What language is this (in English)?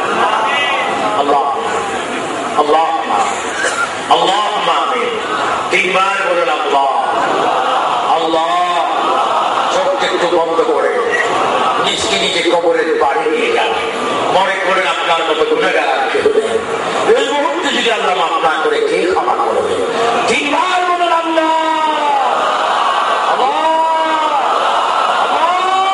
Bangla